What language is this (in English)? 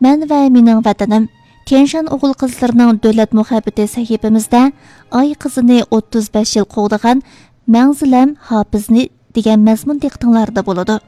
Uyghur